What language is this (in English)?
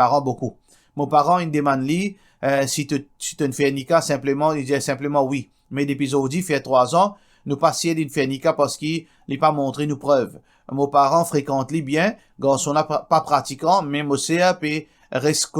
Morisyen